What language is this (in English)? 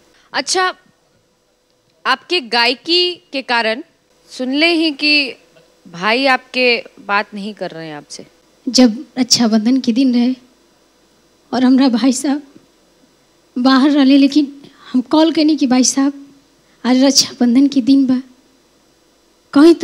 Bhojpuri